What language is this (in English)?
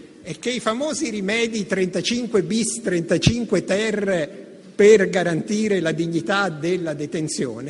Italian